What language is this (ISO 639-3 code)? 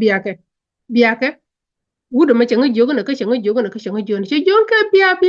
nus